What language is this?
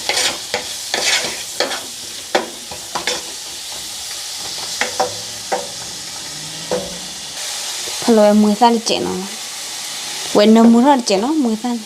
S'gaw Karen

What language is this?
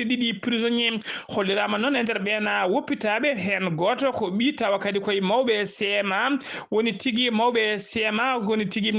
Fula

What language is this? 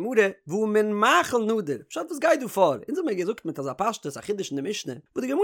Yiddish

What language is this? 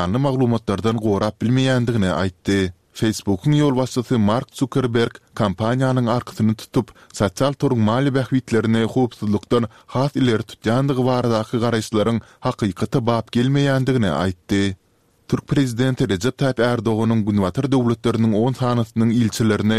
Turkmen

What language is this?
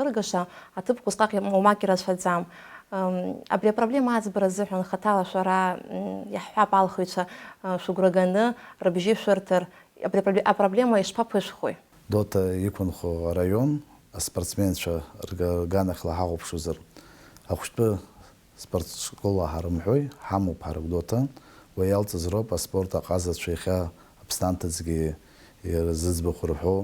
Abkhazian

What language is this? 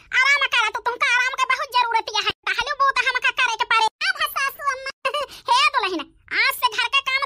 Awadhi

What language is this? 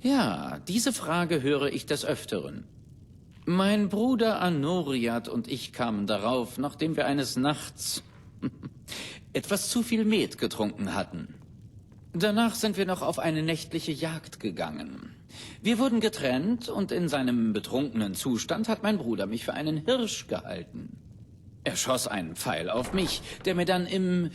Bavarian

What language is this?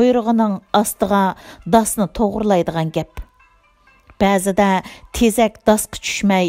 Uyghur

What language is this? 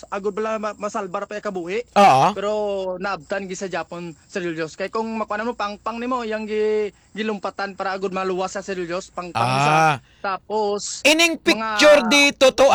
Hiligaynon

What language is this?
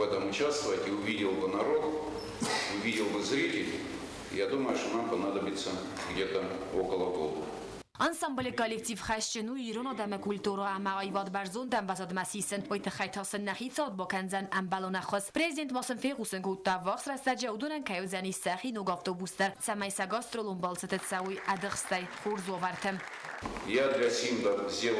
Ossetic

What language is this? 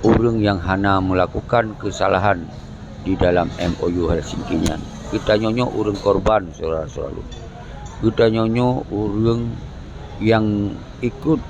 Achinese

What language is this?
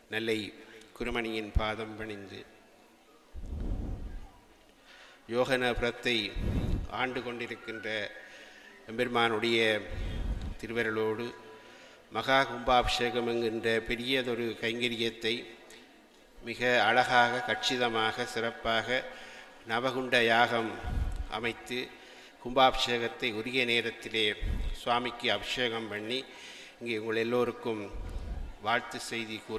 Tamil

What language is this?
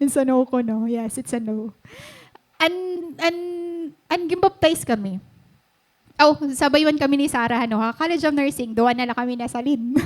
Waray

